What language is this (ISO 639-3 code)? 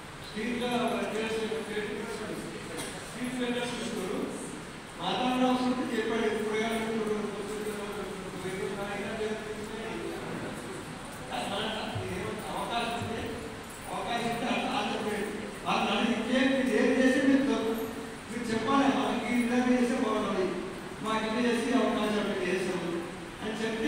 tel